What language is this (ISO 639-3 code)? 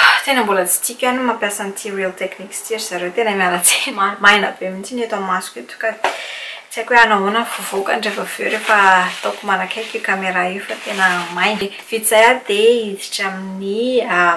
mlg